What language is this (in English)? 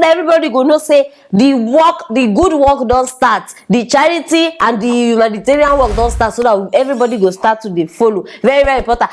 Nigerian Pidgin